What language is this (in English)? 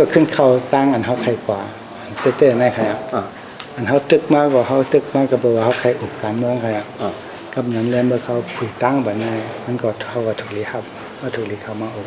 Shan